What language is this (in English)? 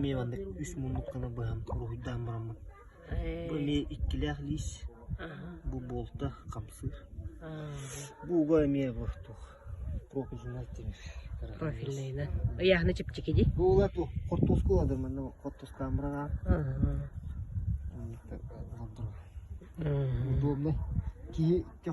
Yakut